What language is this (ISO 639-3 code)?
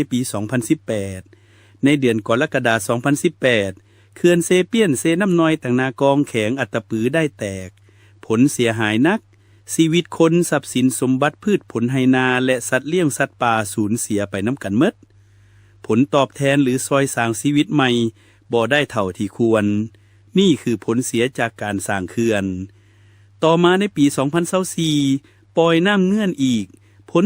lao